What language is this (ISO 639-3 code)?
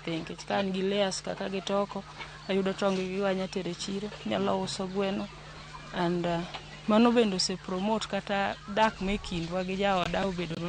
luo